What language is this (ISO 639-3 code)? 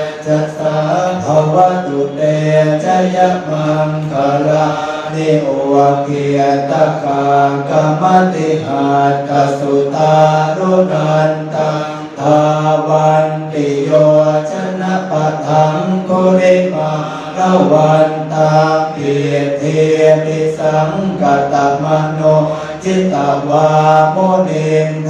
pli